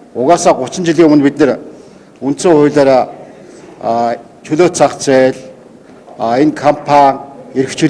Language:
Mongolian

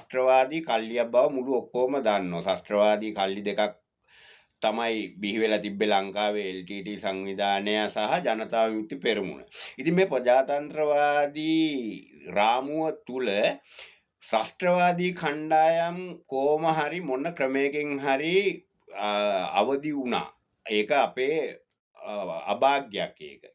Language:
Sinhala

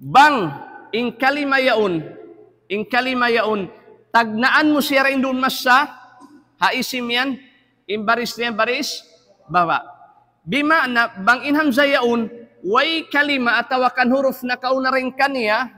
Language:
Tausug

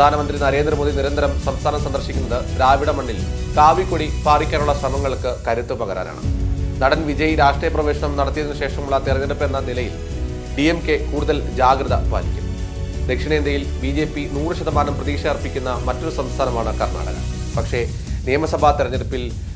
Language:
Malayalam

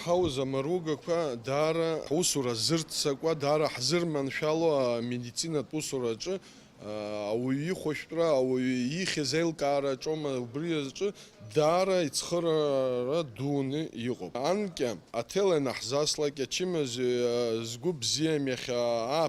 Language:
Abkhazian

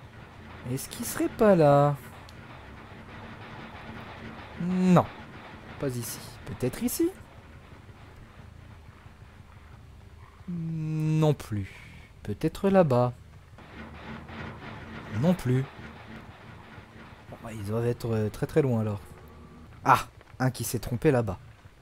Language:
French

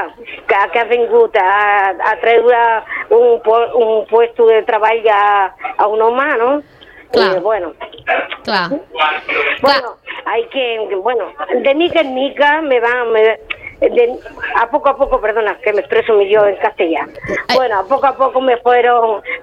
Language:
Catalan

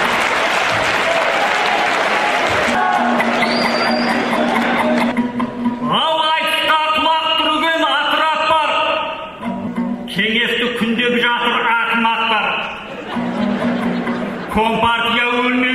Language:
Kazakh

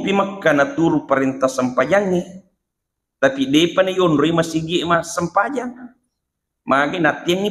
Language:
Buginese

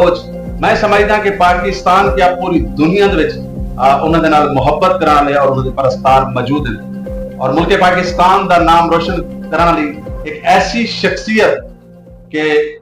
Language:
Saraiki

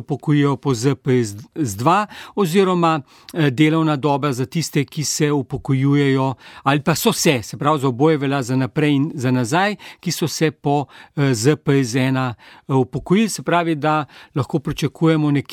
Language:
Slovenian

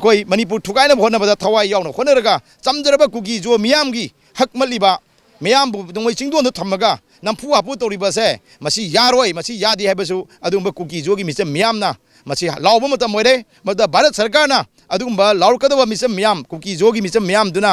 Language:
Manipuri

